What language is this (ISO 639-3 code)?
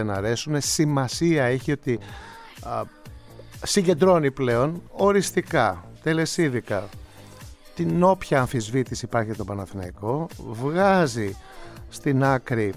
ell